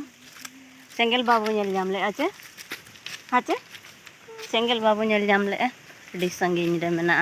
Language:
Santali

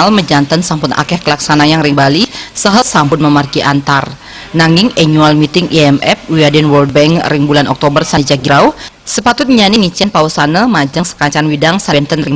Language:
Balinese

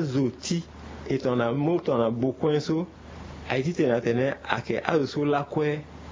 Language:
Sango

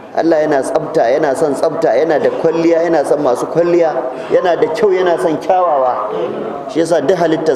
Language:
Hausa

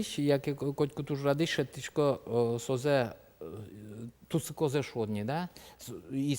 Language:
Udmurt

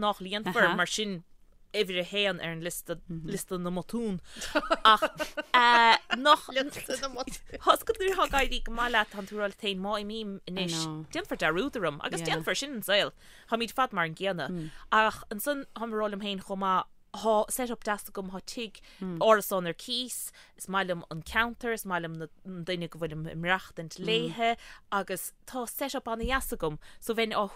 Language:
Irish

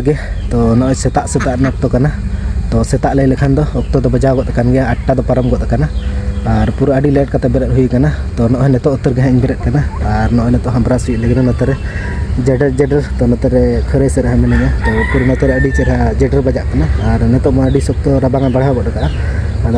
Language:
Santali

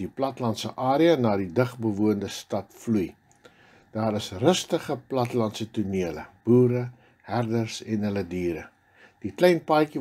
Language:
Afrikaans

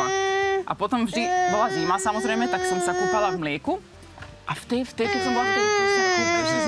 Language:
Slovak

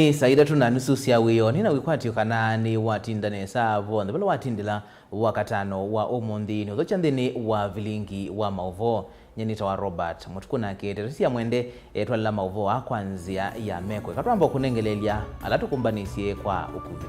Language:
Kamba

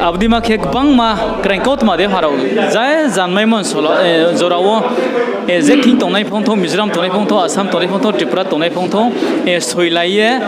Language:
Riang (India)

